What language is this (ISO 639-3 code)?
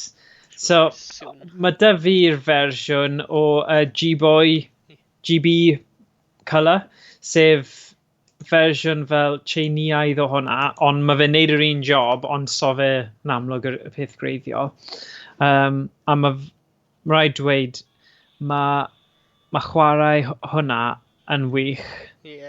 cym